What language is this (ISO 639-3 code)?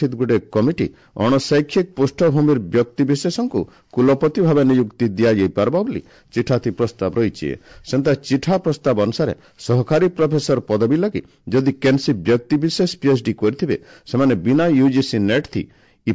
ori